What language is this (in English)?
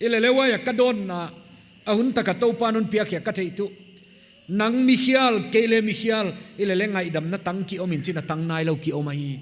Paite Chin